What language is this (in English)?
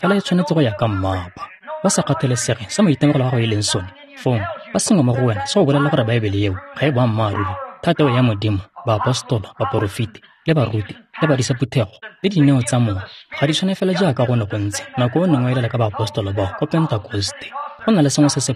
Tswana